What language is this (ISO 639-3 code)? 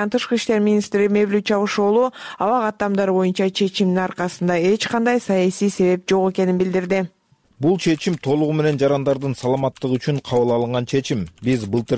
kir